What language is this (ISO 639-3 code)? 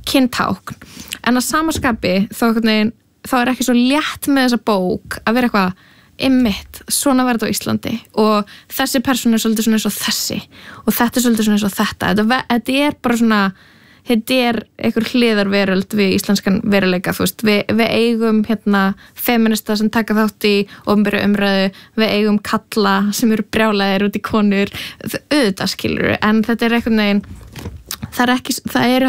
isl